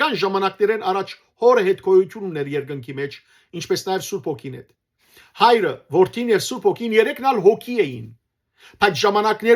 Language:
Western Armenian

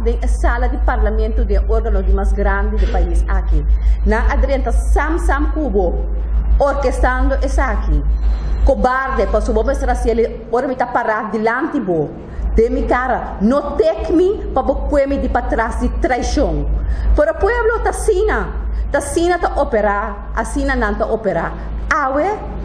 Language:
Papiamento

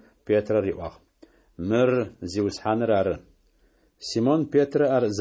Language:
Adyghe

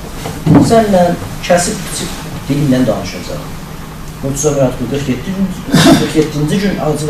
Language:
South Azerbaijani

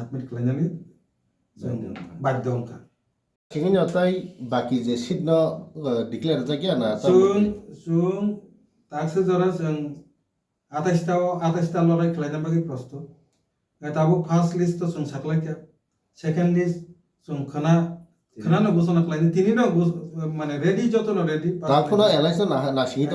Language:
Kok Borok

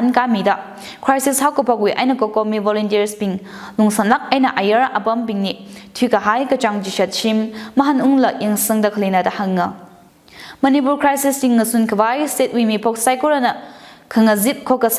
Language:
Tangkhul Naga (India)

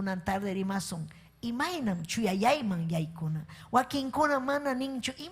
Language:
Ayacucho Quechua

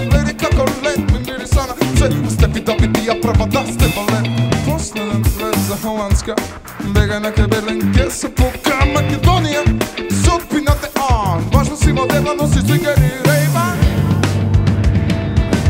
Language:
Macedonian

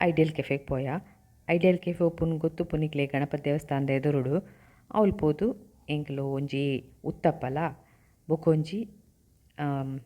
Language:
Tulu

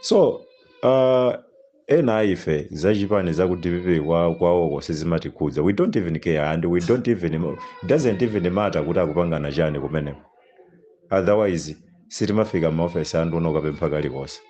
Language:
Nyanja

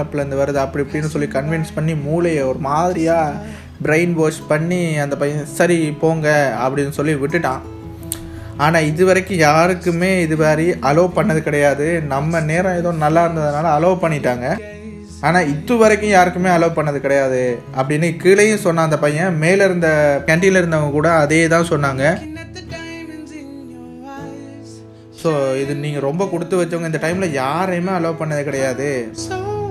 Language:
Tamil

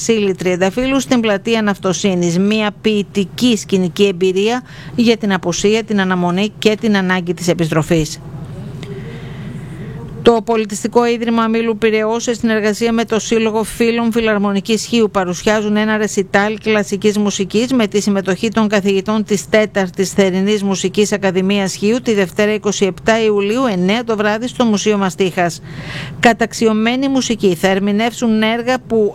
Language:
Greek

